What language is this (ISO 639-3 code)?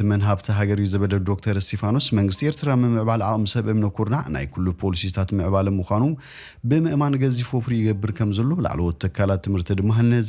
tir